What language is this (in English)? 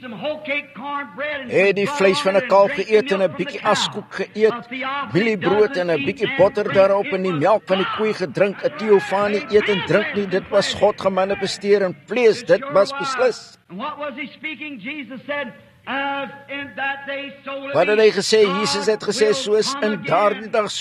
Afrikaans